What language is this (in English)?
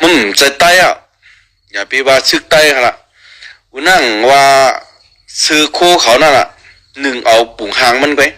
Shan